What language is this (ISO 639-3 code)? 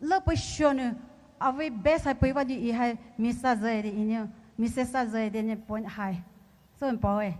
pmx